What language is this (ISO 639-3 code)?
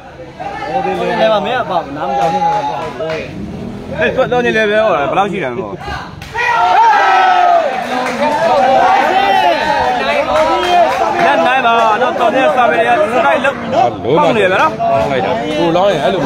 mya